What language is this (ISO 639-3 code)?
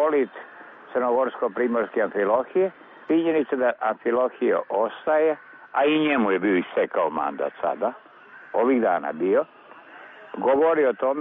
srp